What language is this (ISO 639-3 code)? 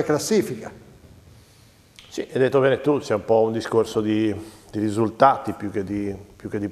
ita